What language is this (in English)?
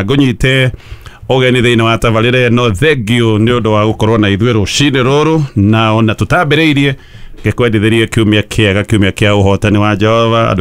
Kikuyu